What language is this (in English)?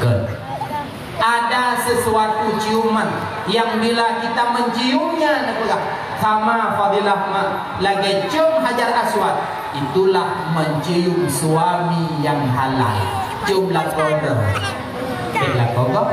Achinese